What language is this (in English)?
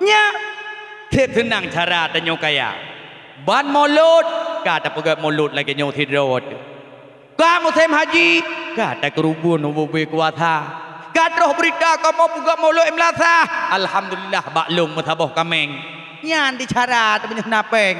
Achinese